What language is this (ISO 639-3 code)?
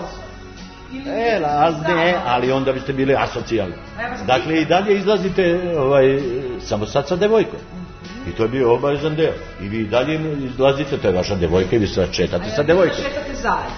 srp